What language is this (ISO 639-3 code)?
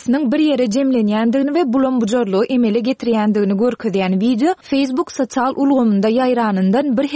tuk